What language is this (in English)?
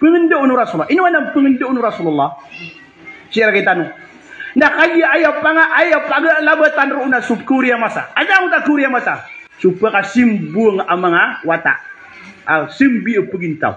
Maranao